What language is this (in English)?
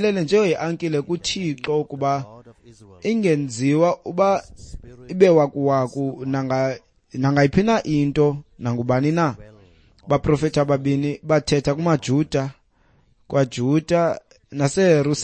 Xhosa